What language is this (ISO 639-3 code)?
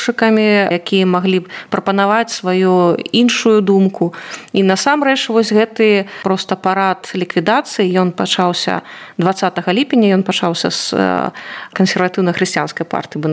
bel